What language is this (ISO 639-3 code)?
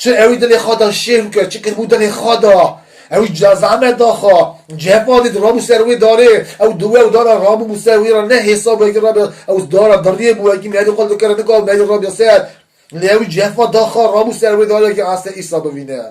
kur